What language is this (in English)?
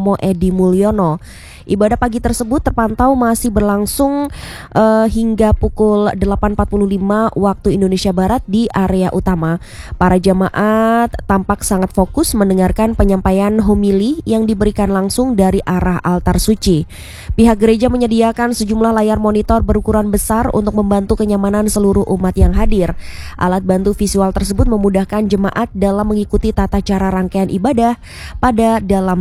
Indonesian